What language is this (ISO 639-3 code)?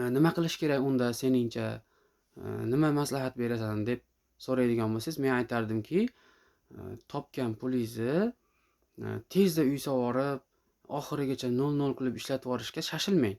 uzb